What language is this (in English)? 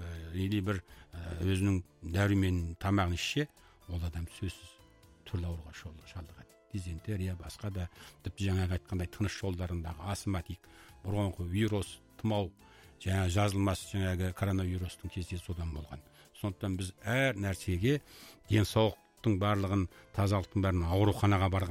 Kazakh